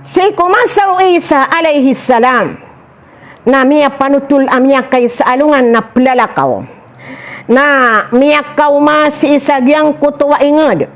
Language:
Maranao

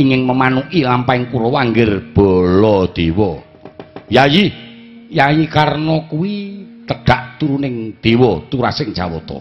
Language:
Javanese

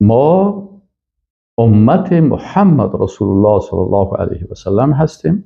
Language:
Persian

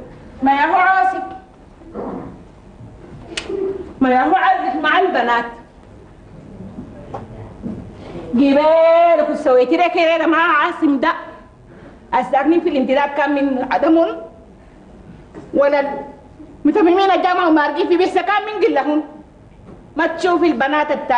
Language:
Sudanese Arabic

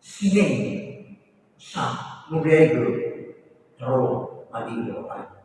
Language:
Nias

